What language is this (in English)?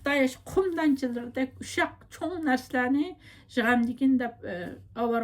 Uyghur